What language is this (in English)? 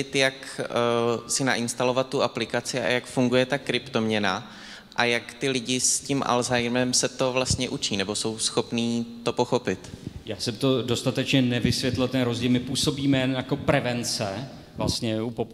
Czech